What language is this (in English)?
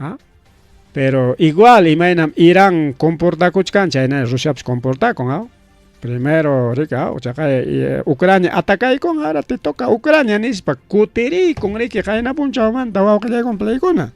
Ayacucho Quechua